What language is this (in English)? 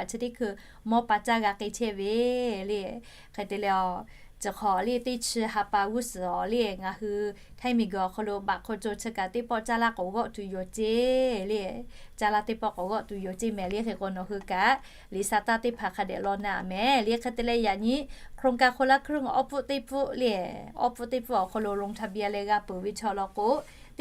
Lahu